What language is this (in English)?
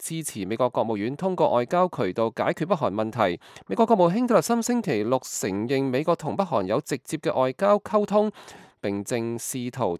Cantonese